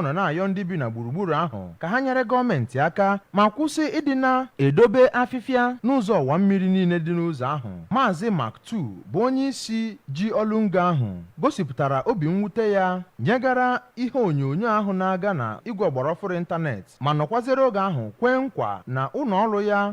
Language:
Igbo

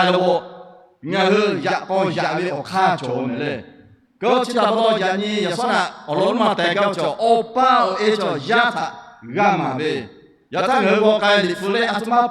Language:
Lahu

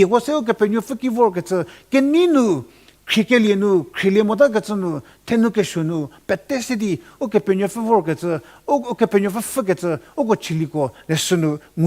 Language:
Angami Naga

